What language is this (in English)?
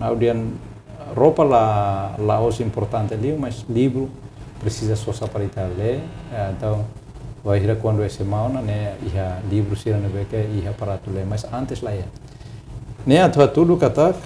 Tetum